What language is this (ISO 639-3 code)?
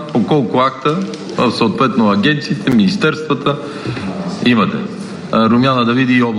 bul